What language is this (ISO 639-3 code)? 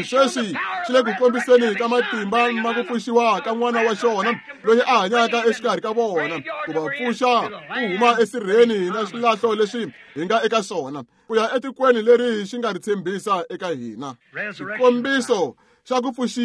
tso